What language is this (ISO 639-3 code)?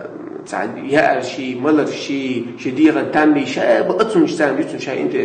che